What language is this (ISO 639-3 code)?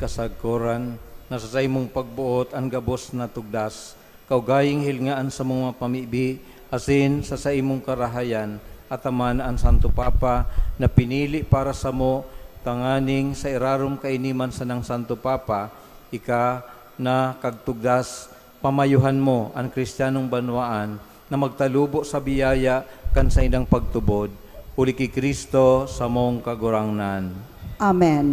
bik